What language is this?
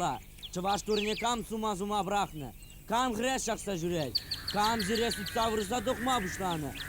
Chuvash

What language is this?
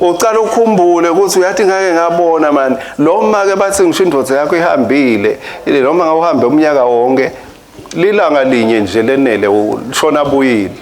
Swati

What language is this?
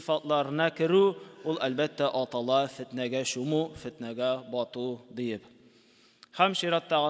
Tatar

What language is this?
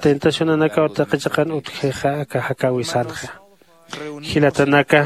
Aymara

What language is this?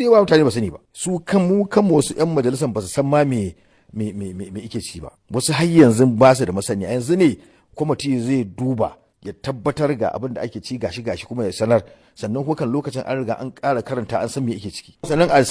Hausa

